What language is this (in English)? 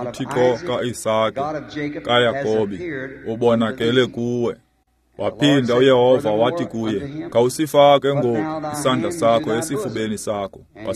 Xhosa